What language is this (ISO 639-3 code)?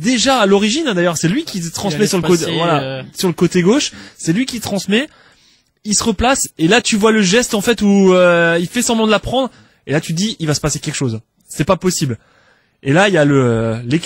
fra